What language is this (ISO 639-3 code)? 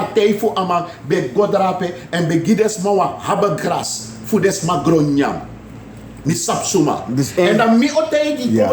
srn